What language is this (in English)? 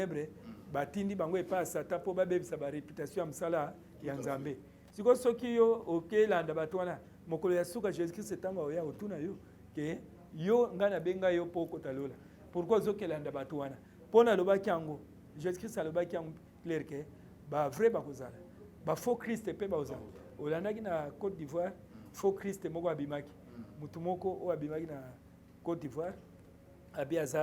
Lingala